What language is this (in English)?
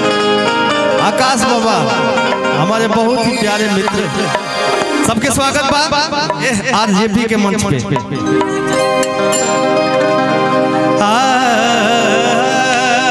Bhojpuri